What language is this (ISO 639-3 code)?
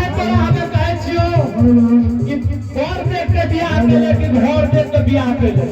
anp